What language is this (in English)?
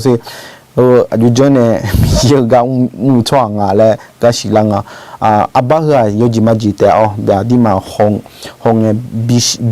Akha